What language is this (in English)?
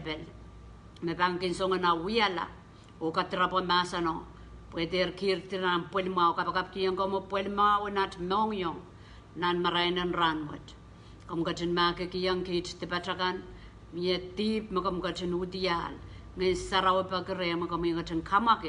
Pohnpeian